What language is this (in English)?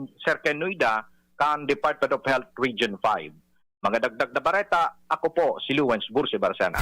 Bikol